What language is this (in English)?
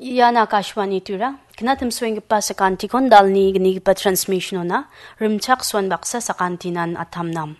Garo